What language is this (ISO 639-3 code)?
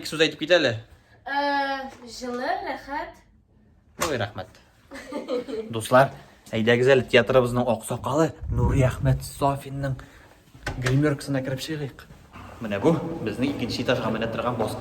tat